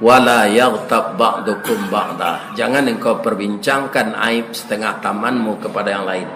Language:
Minangkabau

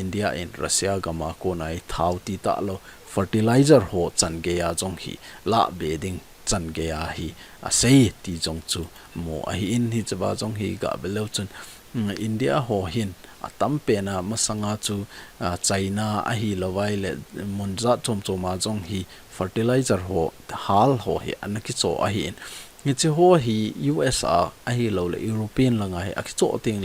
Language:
Thado Chin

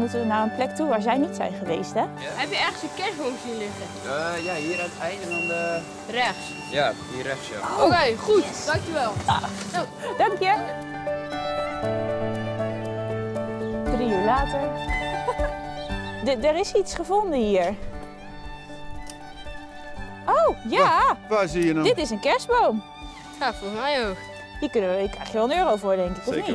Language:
Dutch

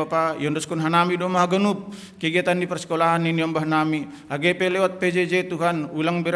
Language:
Batak Simalungun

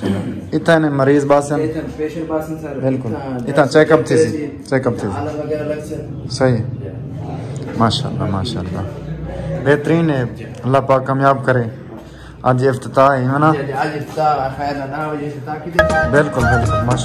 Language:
Saraiki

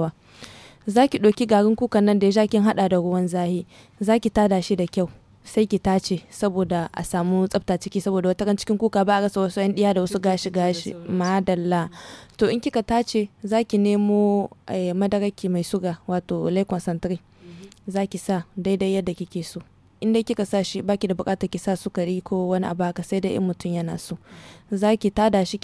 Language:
Hausa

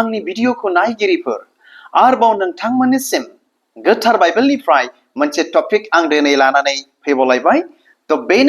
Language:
Bodo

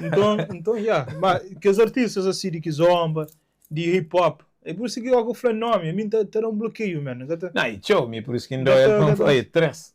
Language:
Kabuverdianu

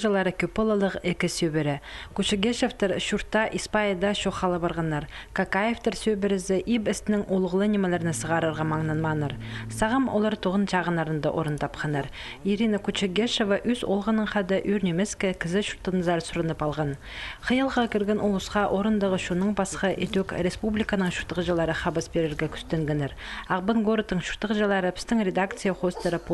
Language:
Khakas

